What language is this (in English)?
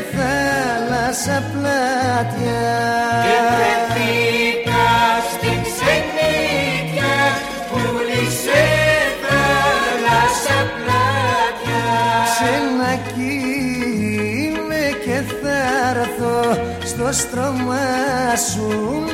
Greek